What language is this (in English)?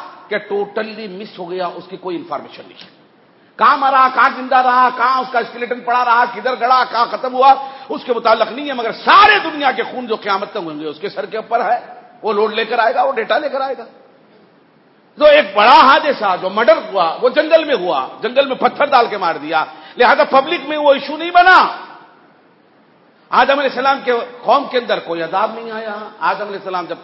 Urdu